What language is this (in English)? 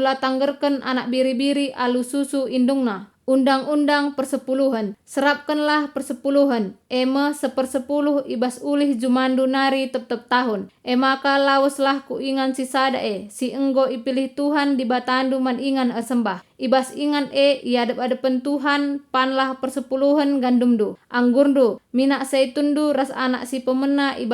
Batak Karo